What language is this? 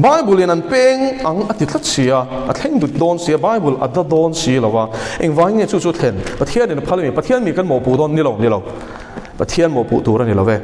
Mizo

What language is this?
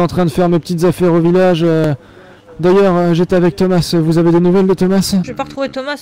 French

